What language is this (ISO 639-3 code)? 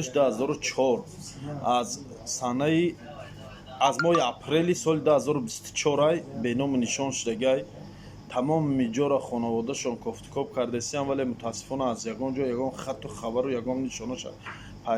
tgk